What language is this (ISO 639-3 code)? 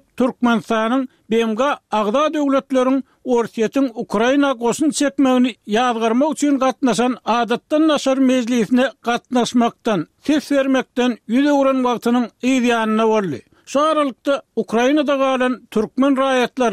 tuk